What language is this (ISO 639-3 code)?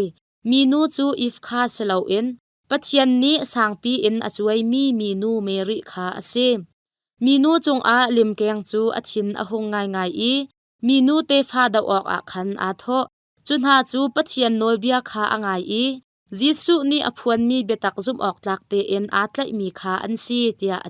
cnh